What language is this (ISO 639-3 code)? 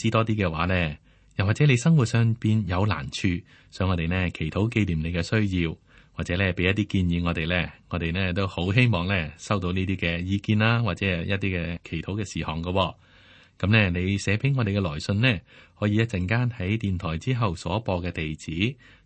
yue